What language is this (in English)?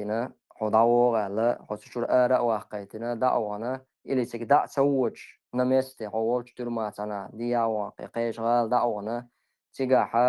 Chechen